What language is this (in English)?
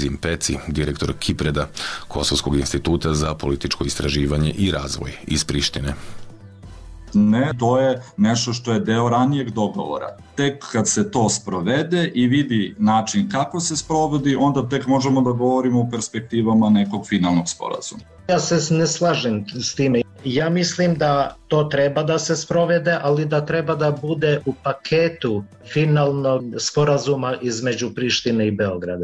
Serbian